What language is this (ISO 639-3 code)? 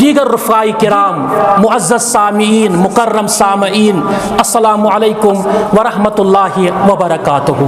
kas